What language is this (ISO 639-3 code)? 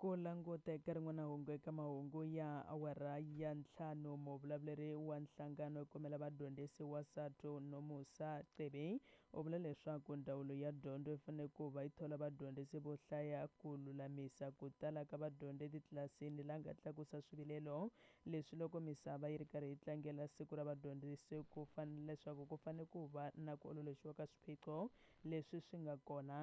tso